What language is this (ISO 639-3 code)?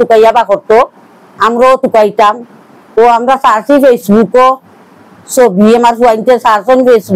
syl